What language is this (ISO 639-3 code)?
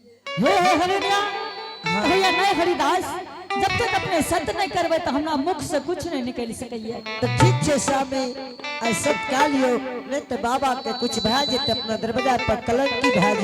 anp